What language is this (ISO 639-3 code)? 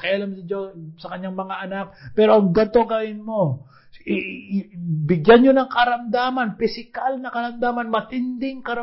fil